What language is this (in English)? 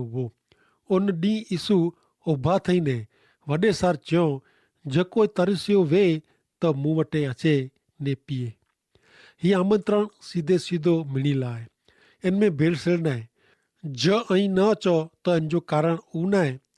Kachhi